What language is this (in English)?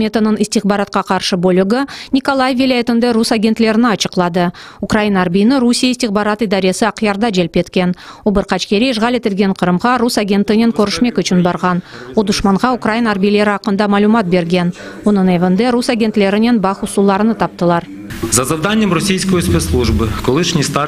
Crimean Tatar